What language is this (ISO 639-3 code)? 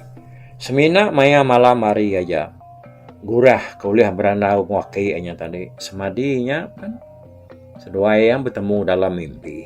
iba